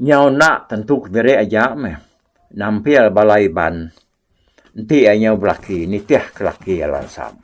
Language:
Iban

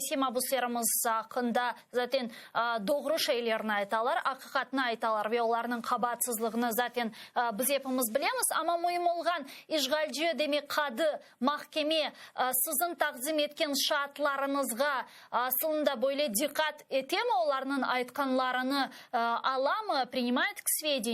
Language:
Crimean Tatar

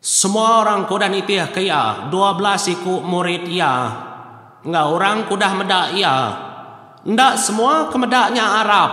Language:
Iban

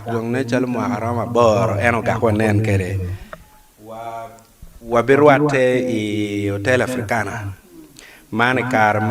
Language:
Acoli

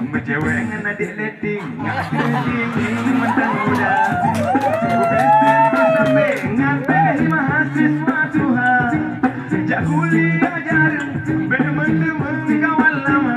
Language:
Achinese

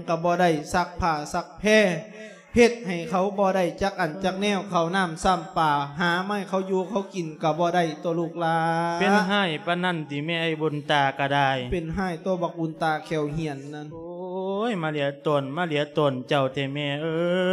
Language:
Lao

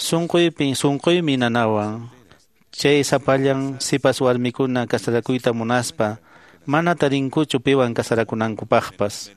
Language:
Quechua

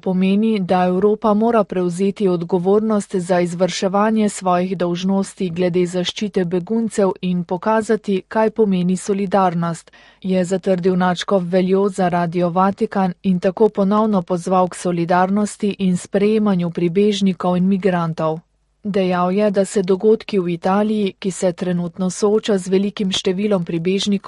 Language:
Slovenian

